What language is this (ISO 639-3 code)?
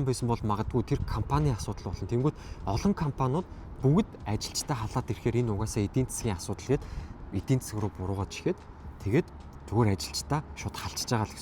mon